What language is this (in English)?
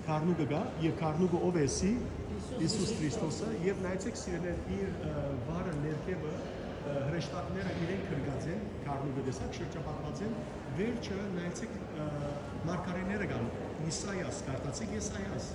Western Armenian